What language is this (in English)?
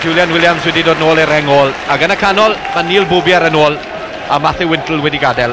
Welsh